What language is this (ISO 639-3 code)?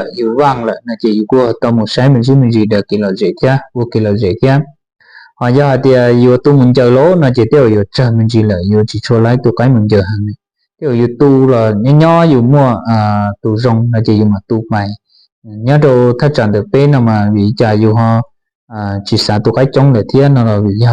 hmn